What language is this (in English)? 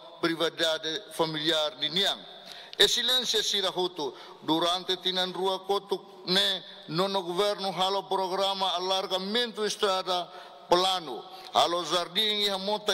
Tetum